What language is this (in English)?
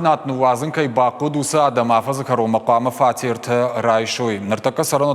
Ossetic